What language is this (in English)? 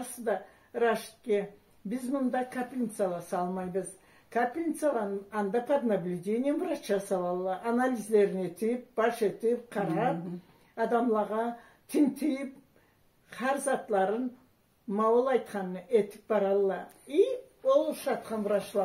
Karachay-Balkar